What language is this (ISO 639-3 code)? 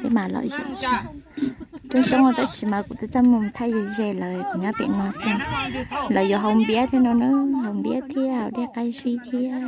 hmn